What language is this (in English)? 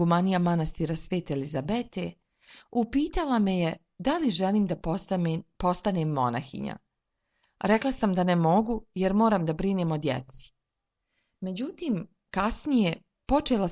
Serbian